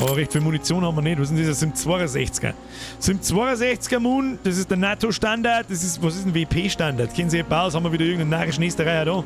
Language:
Bavarian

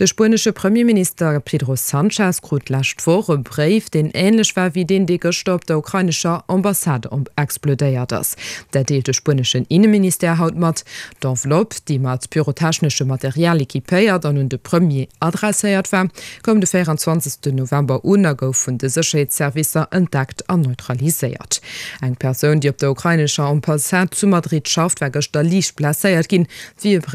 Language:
Luxembourgish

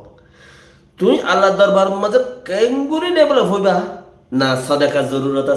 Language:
Rohingya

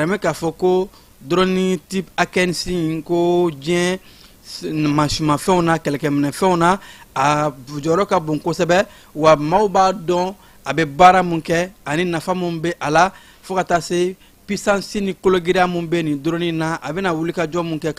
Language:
Bambara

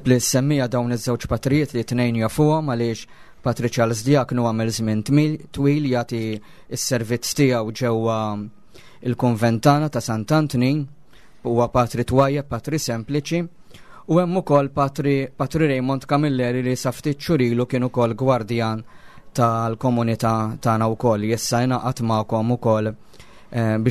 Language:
Maltese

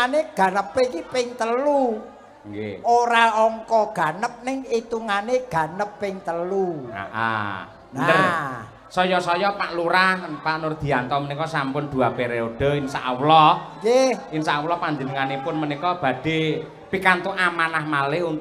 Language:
Javanese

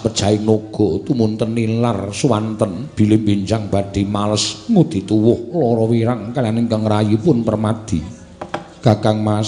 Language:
Javanese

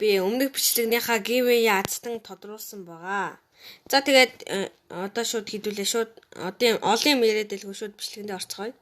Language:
Mongolian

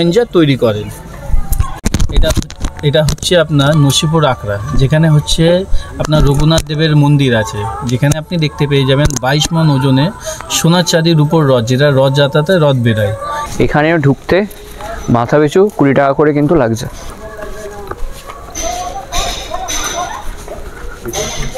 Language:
Bangla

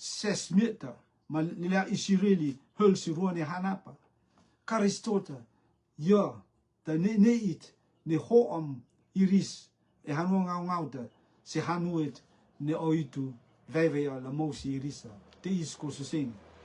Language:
Rotuman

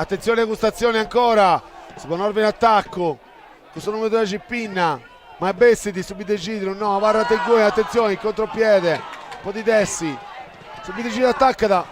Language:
Sardinian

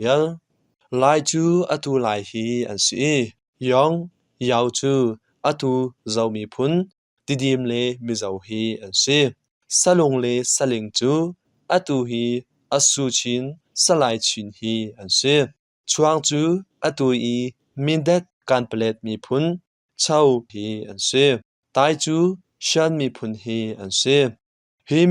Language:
Hakha Chin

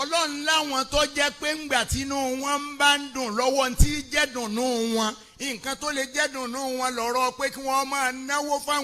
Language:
Yoruba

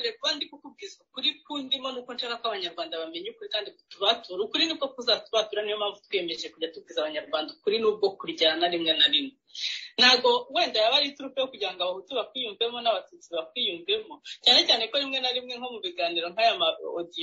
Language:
Kinyarwanda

